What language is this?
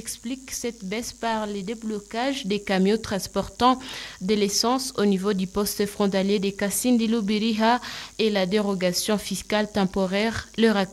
French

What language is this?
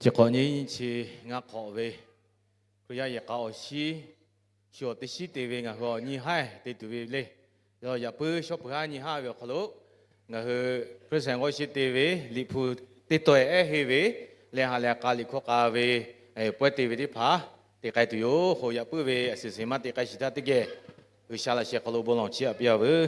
Lahu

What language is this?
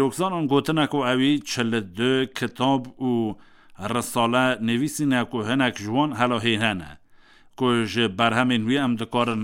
Kurdish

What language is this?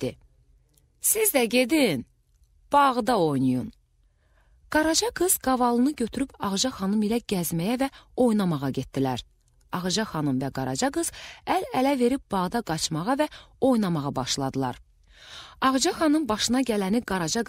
Azerbaijani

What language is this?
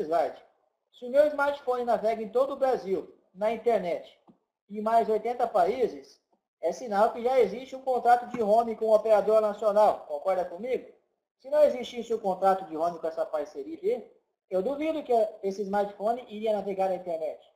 Portuguese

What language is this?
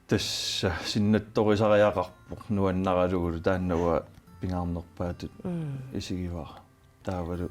Kalaallisut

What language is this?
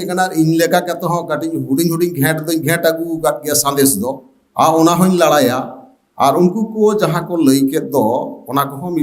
Santali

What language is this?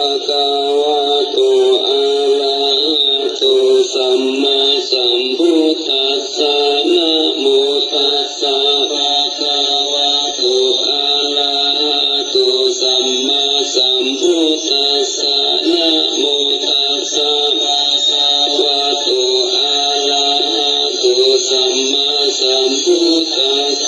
Pali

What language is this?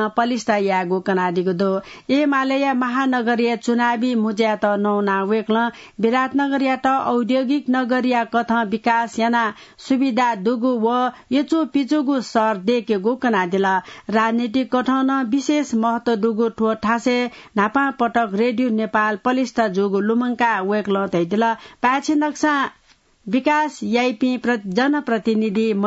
Newari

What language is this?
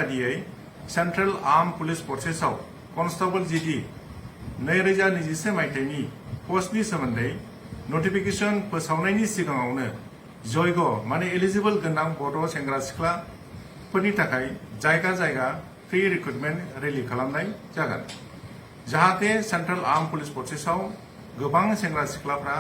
Bodo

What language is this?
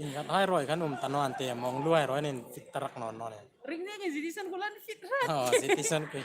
Hmar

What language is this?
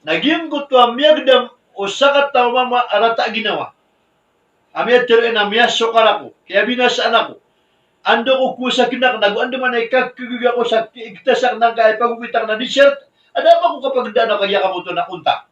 Maranao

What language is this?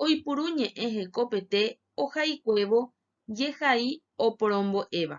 Guarani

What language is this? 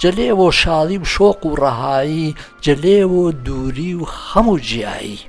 Gurani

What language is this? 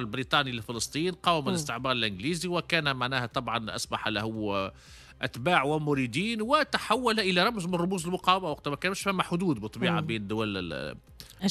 Tunisian Arabic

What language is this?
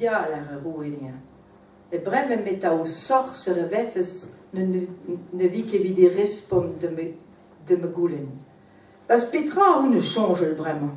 Breton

